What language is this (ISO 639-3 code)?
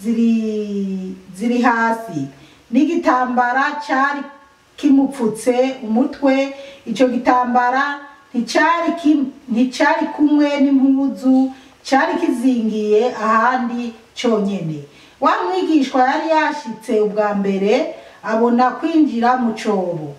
run